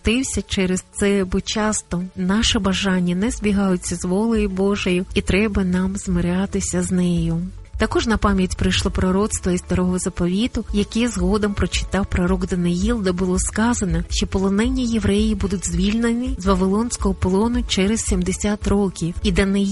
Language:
Ukrainian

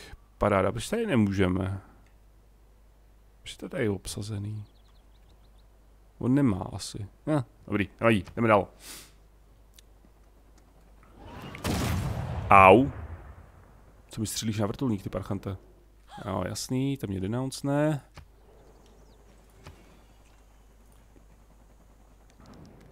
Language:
Czech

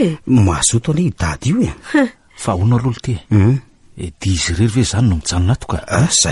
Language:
Malagasy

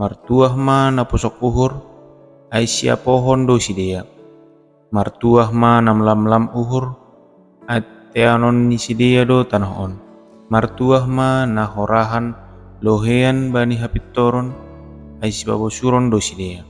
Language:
Batak Simalungun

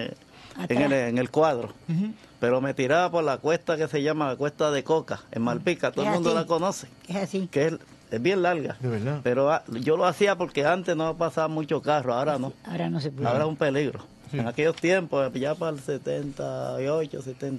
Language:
Spanish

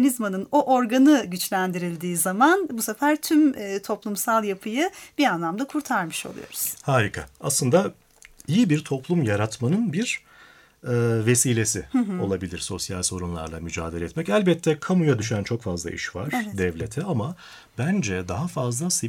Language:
Turkish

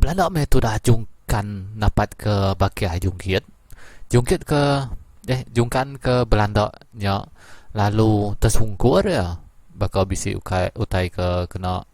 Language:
Iban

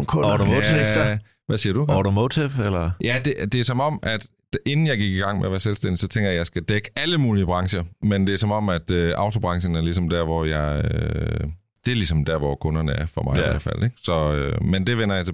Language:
Danish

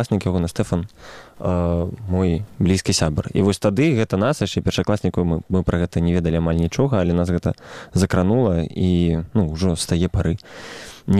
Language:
Belarusian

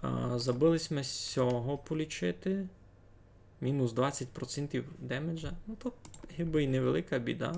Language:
Rusyn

